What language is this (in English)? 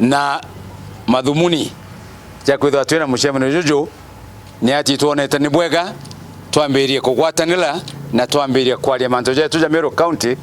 Meru